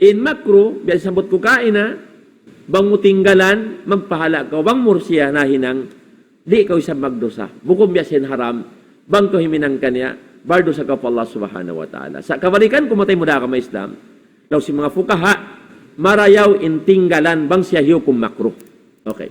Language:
Tausug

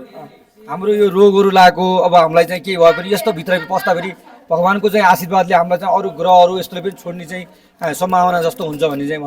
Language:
Nepali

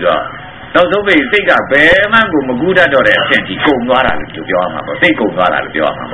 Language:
Burmese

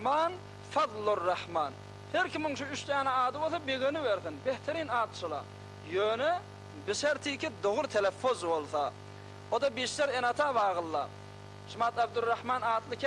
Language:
Turkmen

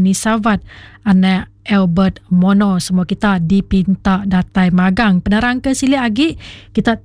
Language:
Iban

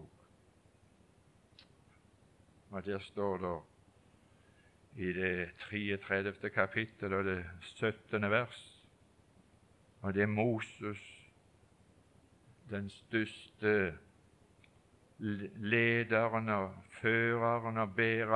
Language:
Norwegian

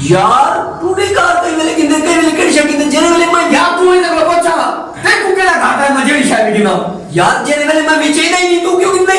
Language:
Saraiki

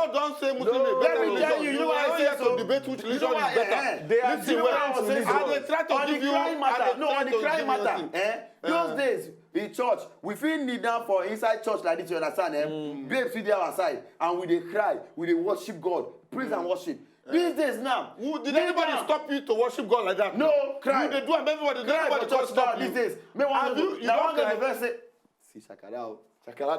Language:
Nigerian Pidgin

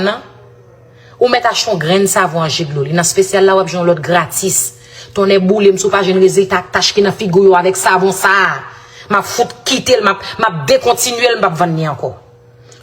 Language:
Haitian Creole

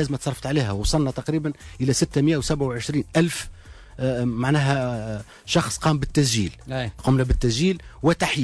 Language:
Tunisian Arabic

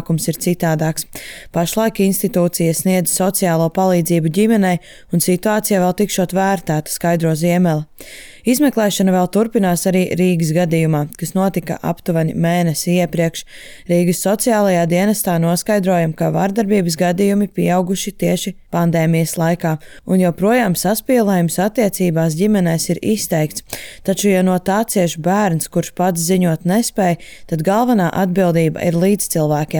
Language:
Latvian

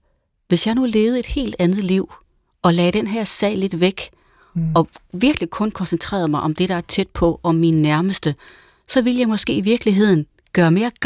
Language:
Danish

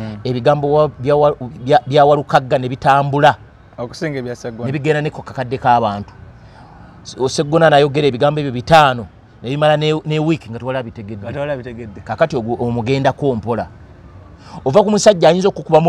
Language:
Ganda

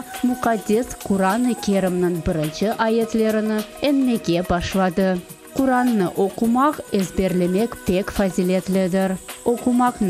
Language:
Crimean Tatar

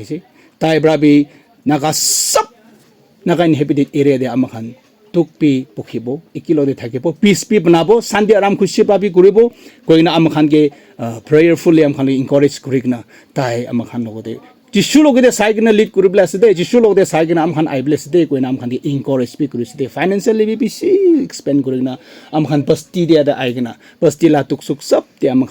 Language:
Naga Pidgin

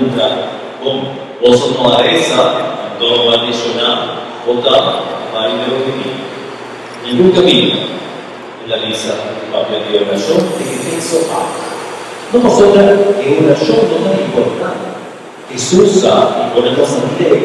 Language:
Papiamento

